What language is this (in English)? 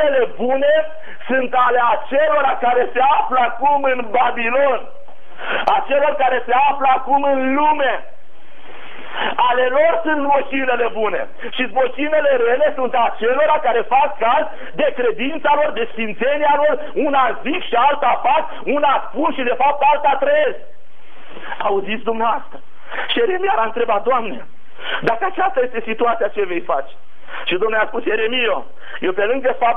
Romanian